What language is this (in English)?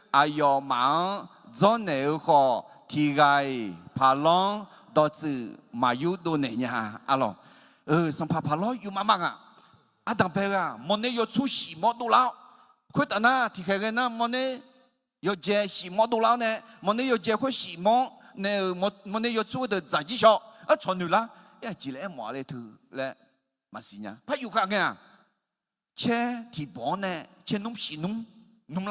Akha